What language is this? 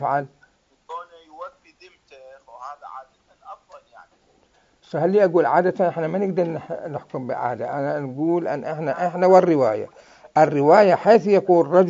Mesopotamian Arabic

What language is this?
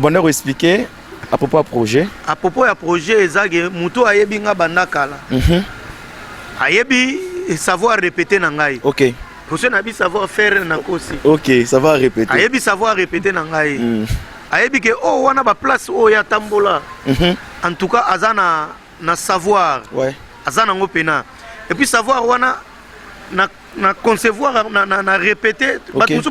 Lingala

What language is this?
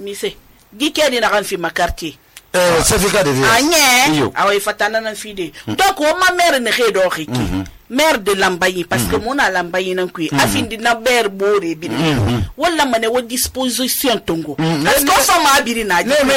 Susu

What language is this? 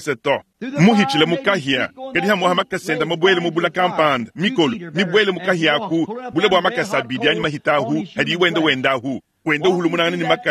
Luba-Lulua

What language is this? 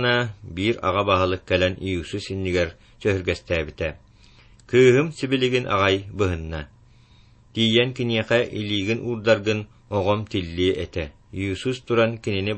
Yakut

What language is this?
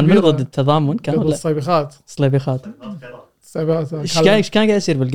Gulf Arabic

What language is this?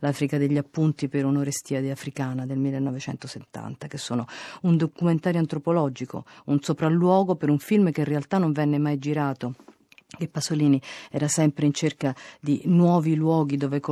Italian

